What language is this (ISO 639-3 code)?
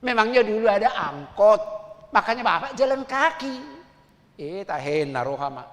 bbc